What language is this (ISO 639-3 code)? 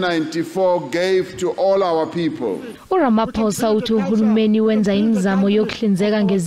zul